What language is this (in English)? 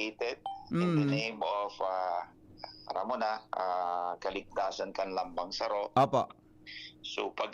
Bikol